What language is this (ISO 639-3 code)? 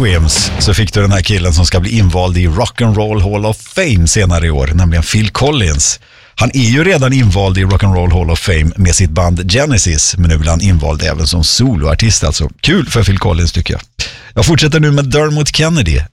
swe